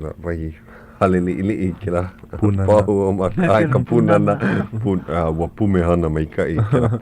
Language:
Hawaiian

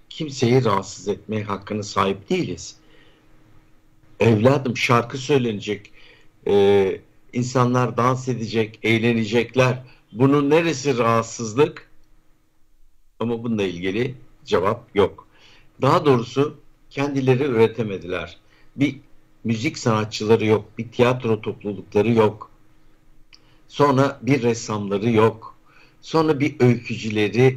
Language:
Turkish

